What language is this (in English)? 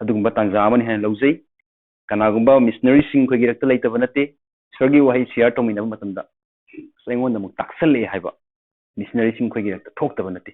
Manipuri